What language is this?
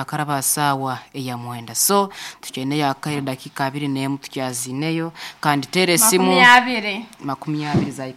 Nyankole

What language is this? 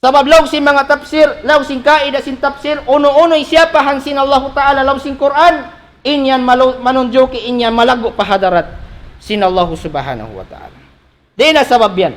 Tausug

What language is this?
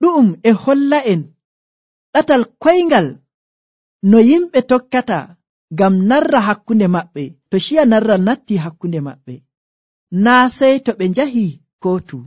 Nigerian Fulfulde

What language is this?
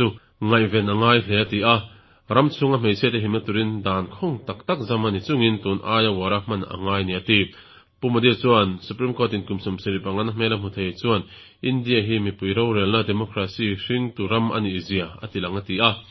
Mizo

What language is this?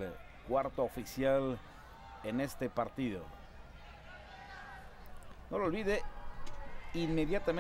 Spanish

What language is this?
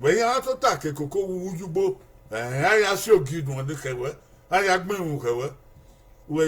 Bini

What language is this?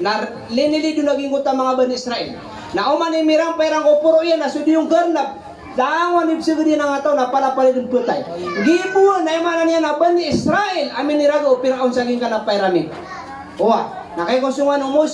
Maranao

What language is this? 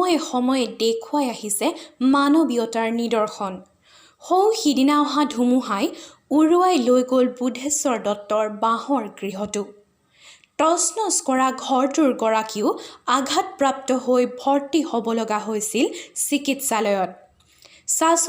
Assamese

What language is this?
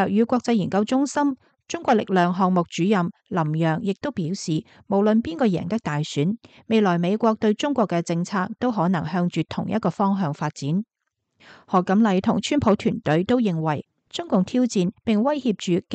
Cantonese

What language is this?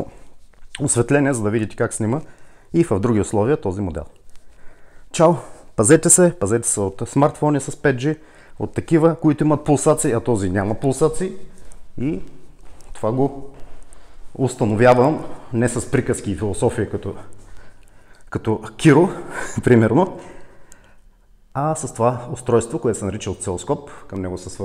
Bulgarian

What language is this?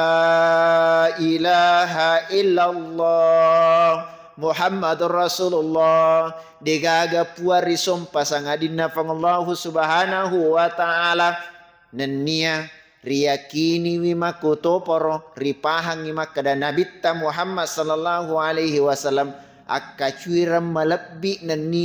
Buginese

